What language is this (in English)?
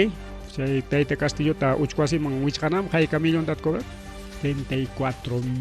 Ayacucho Quechua